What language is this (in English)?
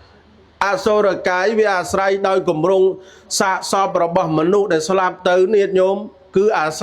Khmer